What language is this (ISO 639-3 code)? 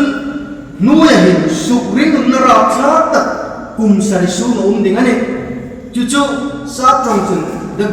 hmr